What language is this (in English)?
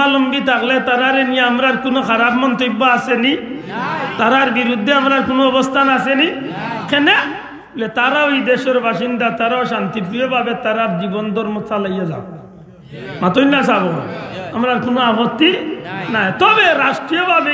Sylheti